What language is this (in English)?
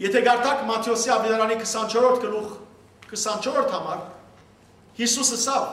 Western Armenian